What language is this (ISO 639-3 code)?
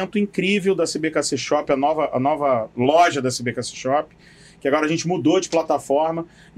por